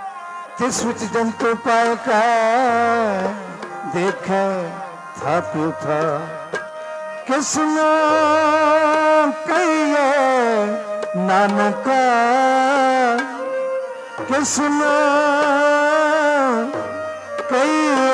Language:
Punjabi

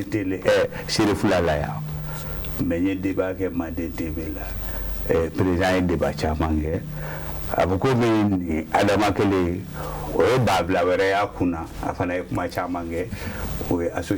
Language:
Bambara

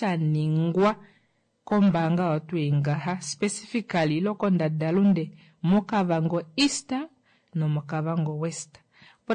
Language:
Kuanyama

